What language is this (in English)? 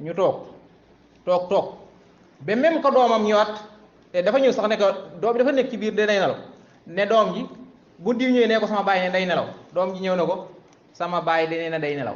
Wolof